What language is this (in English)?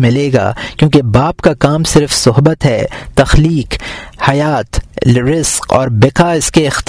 Urdu